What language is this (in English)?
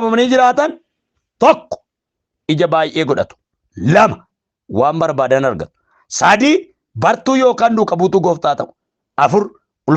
Oromo